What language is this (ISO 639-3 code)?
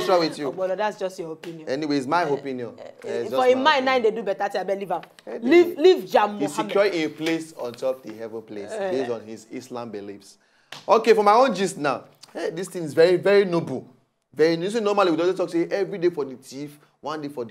pcm